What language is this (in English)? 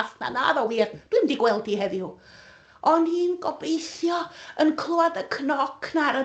Welsh